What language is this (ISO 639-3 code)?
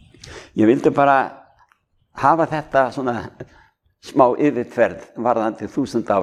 isl